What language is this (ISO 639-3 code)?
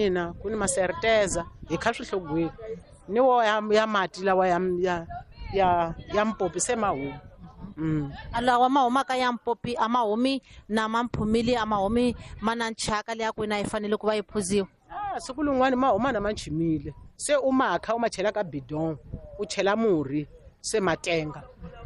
tso